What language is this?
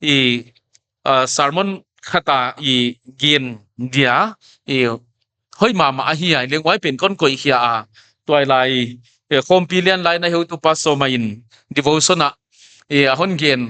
Paite Chin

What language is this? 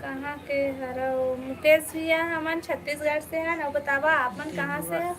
Chhattisgarhi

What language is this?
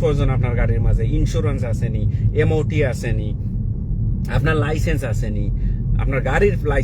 Sylheti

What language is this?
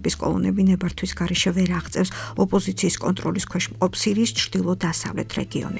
Georgian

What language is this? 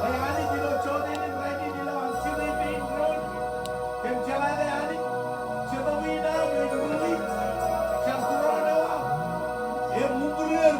Marshallese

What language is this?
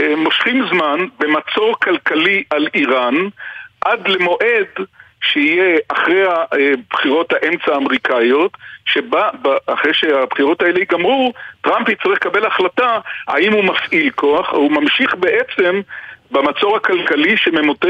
Hebrew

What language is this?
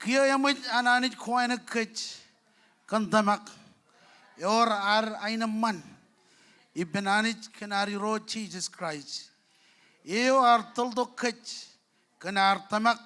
Marshallese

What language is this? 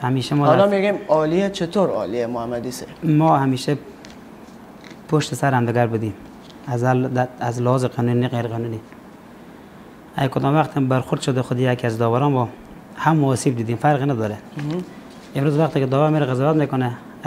Persian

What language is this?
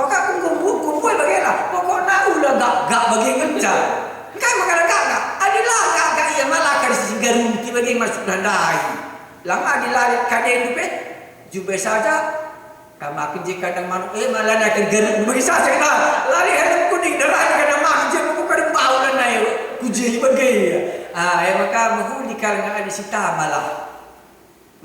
Batak Karo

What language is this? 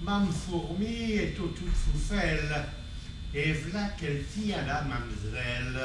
Picard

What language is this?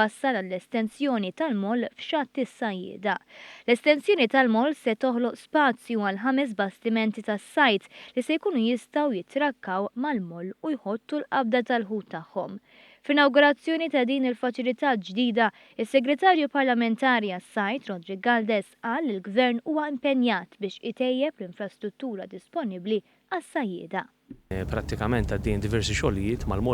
Maltese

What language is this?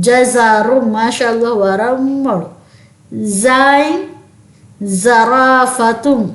Divehi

